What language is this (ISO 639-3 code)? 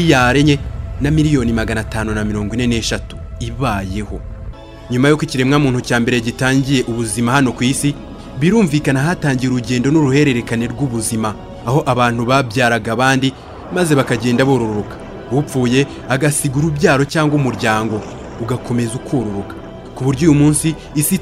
kin